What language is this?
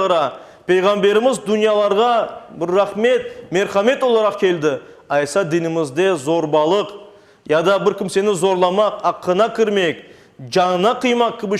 Crimean Tatar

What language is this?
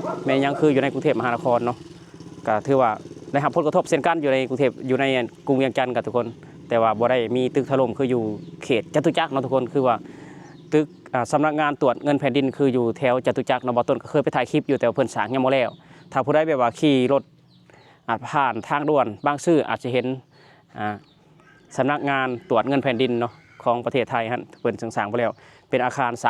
Lao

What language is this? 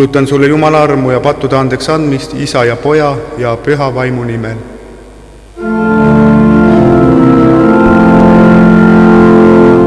Estonian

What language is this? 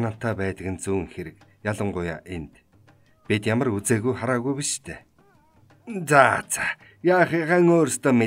Mongolian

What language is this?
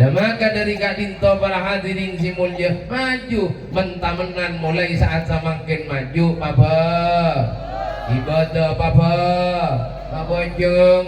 Madurese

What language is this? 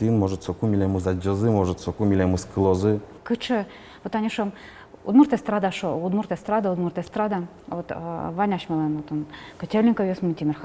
Udmurt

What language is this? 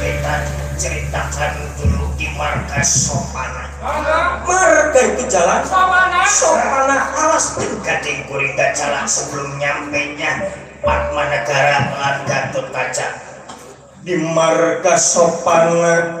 Betawi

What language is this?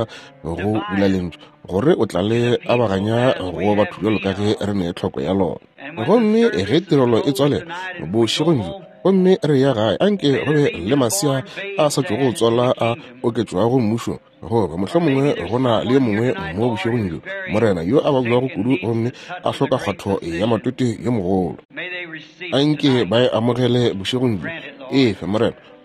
Northern Sotho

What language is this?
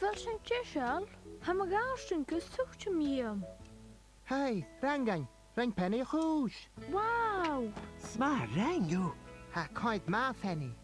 Scottish Gaelic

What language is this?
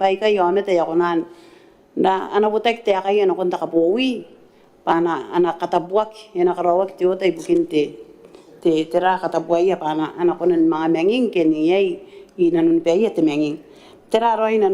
Gilbertese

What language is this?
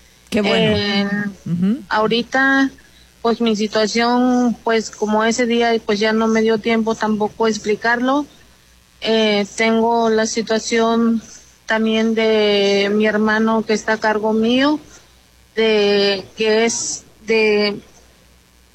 Spanish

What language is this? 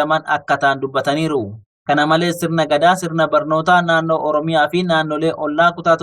Oromo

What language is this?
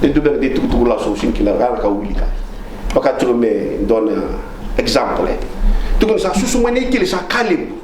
Fijian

